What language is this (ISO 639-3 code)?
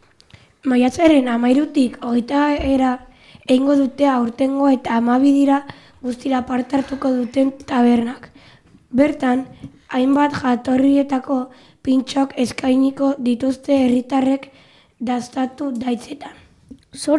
eus